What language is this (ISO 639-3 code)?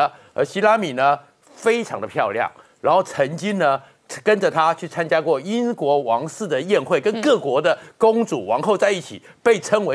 zho